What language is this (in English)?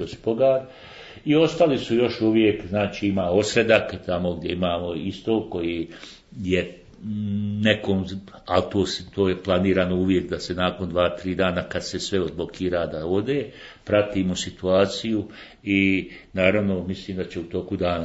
Bosnian